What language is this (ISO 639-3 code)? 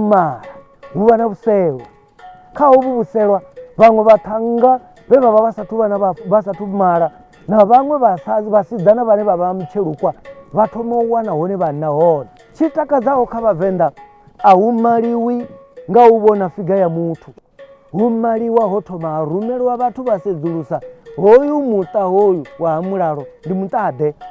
ven